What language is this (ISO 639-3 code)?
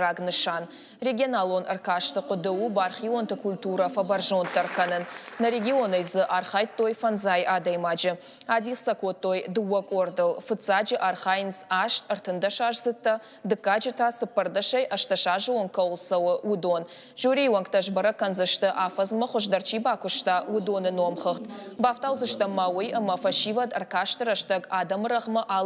oss